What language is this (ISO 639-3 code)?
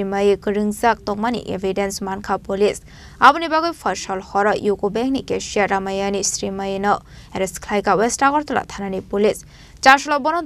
trp